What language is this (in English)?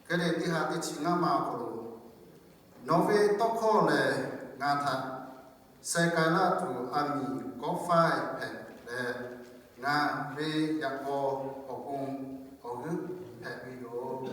Lahu